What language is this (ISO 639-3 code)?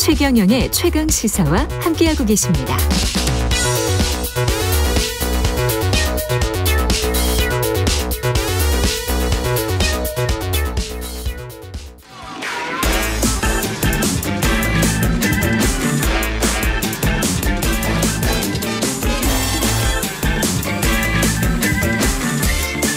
kor